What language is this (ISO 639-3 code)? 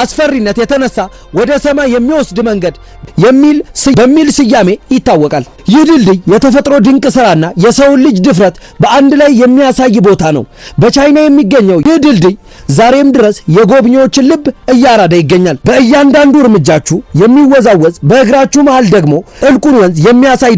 amh